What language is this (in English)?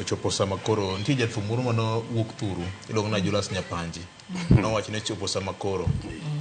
Luo (Kenya and Tanzania)